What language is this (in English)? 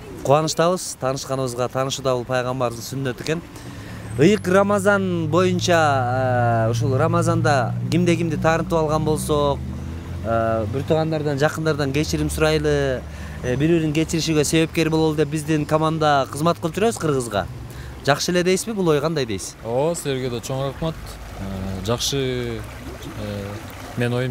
Kyrgyz